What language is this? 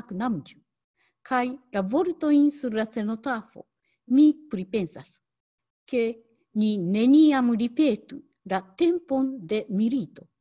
Esperanto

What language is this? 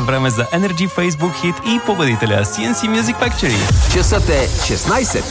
Bulgarian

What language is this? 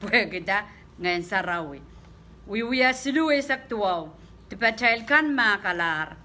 Pohnpeian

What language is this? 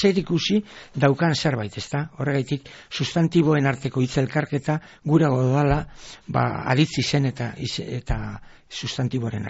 Basque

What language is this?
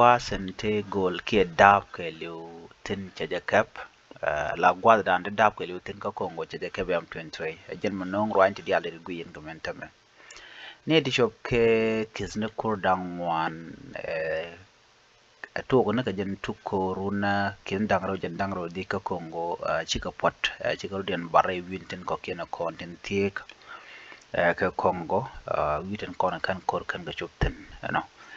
Nuer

